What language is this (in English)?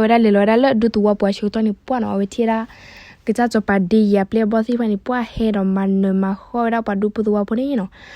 S'gaw Karen